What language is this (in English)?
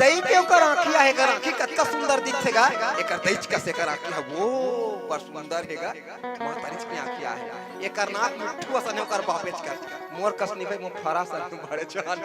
Chhattisgarhi